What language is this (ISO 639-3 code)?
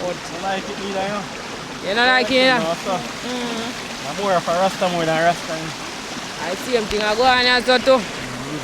jam